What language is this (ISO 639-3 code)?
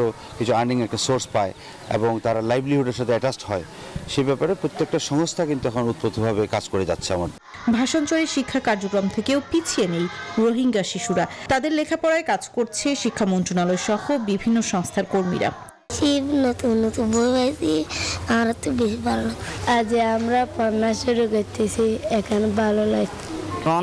ben